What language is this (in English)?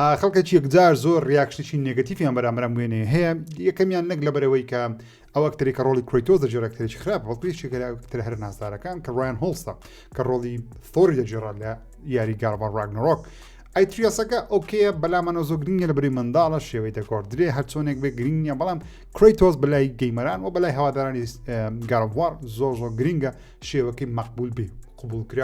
Central Kurdish